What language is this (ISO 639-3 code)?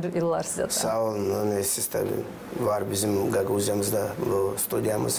gag